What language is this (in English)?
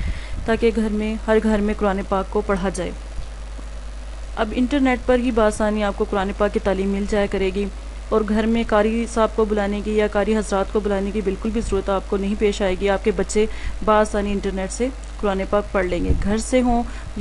Urdu